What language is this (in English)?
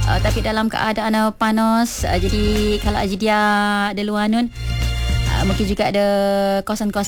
Malay